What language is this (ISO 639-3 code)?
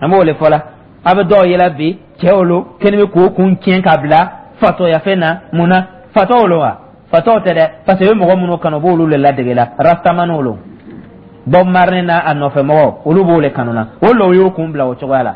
dyu